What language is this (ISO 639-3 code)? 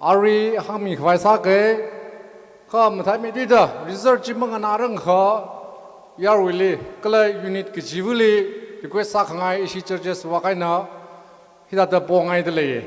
nmf